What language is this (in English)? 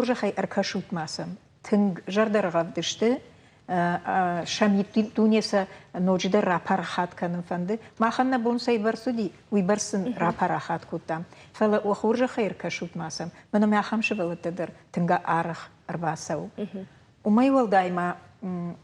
Ossetic